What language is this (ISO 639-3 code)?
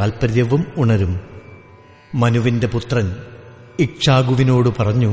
mal